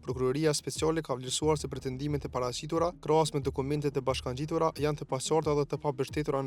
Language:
Albanian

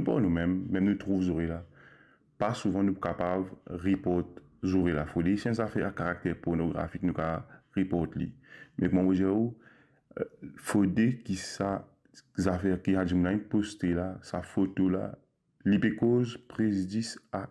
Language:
Morisyen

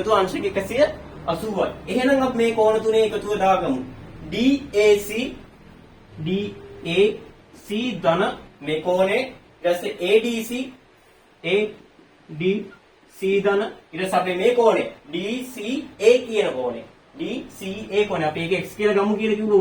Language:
Sinhala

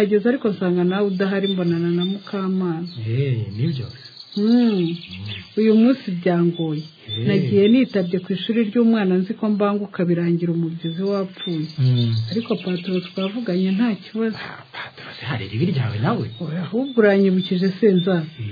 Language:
Kinyarwanda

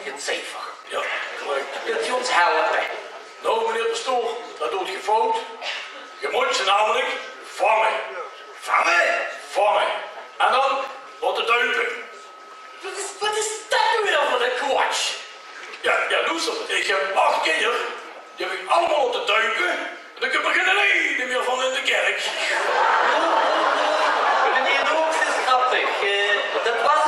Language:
Limburgish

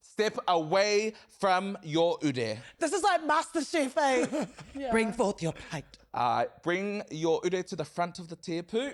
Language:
Māori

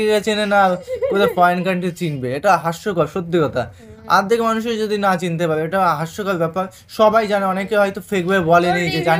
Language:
Bangla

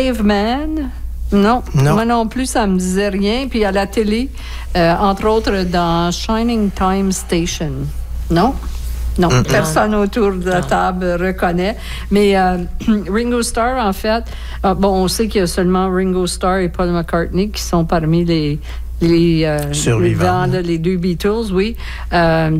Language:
French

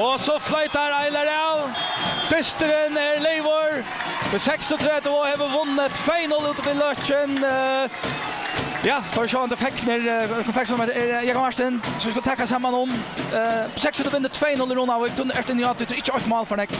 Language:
Faroese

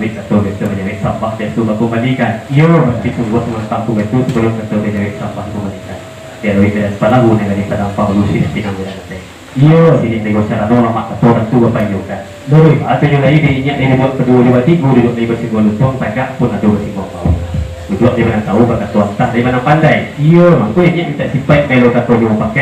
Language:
Minangkabau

